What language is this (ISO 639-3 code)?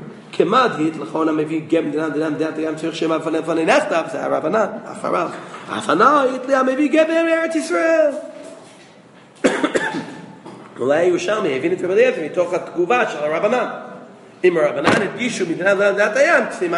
heb